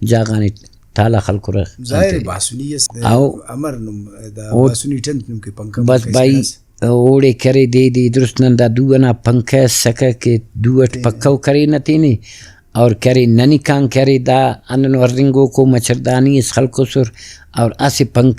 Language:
Brahui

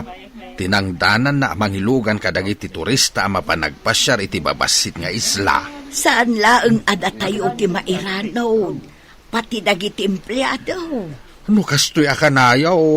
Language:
Iloko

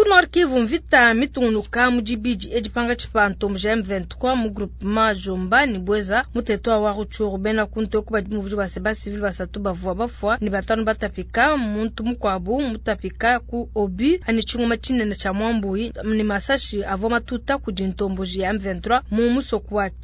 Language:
Luba-Lulua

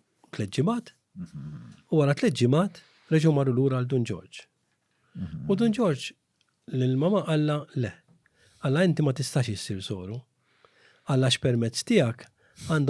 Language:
Maltese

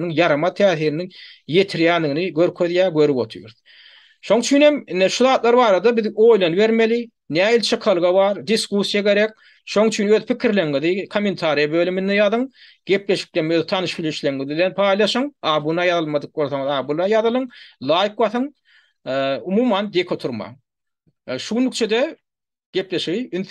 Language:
Turkmen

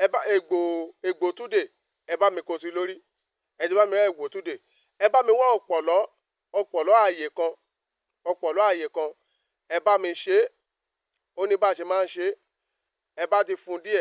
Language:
Yoruba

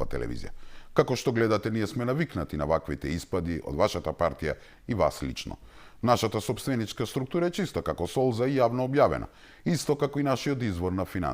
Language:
Macedonian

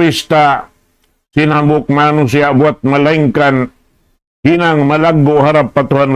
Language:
Tausug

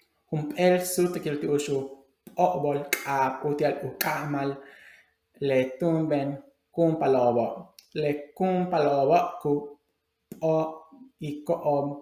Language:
Yucateco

